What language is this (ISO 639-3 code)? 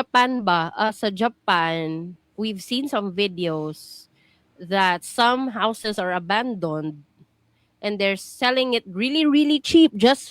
ceb